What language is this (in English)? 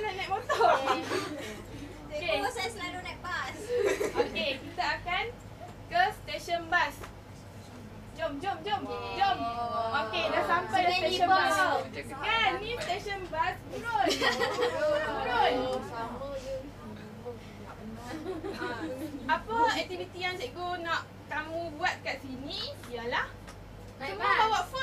Malay